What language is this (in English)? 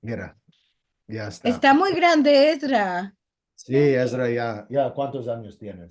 Ladino